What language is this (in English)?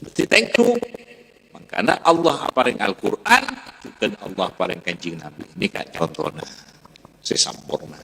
Madurese